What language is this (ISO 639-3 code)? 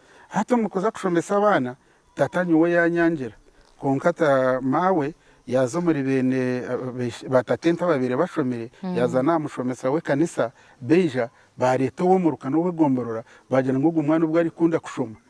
nyn